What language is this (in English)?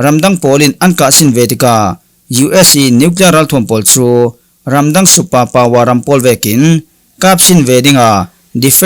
Falam Chin